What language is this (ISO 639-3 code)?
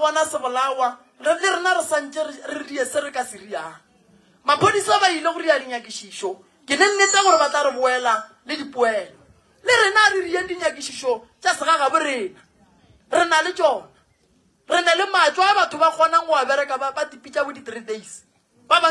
nso